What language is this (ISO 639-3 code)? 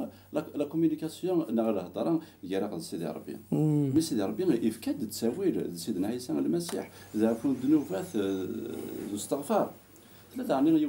kab